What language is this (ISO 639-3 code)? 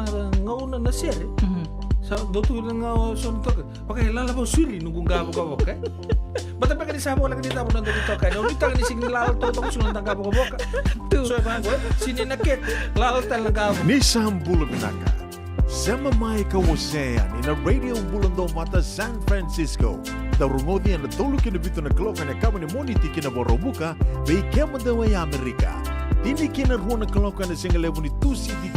fij